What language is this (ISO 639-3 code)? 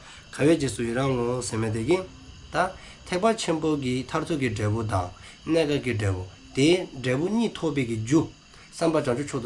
dzo